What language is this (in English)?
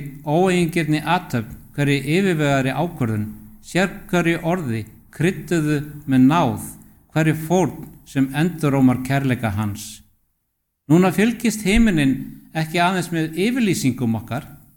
Icelandic